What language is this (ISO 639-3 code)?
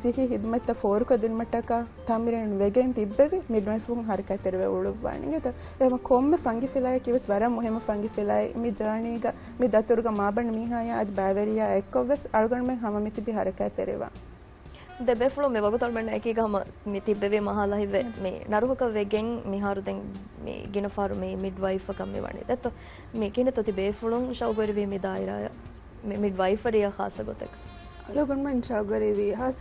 div